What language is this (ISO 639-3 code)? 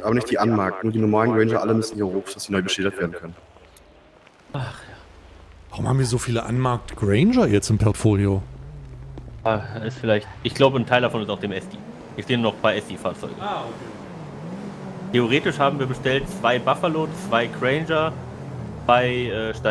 deu